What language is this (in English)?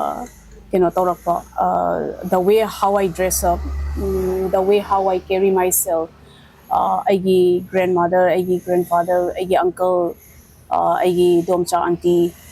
Manipuri